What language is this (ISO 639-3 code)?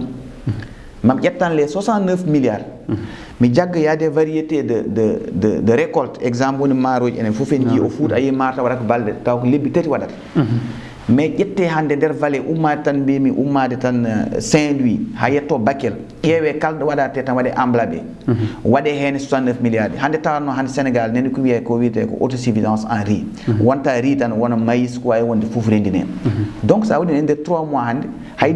ful